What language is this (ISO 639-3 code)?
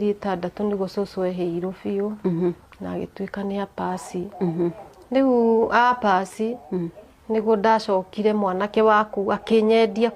kik